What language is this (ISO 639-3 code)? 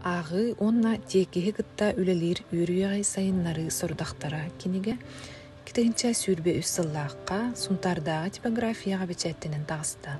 sah